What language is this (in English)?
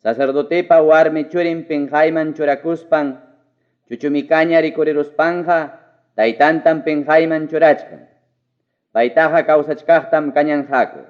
Ayacucho Quechua